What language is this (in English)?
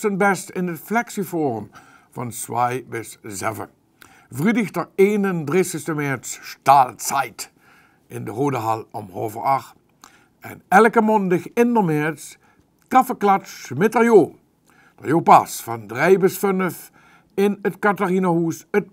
Limburgish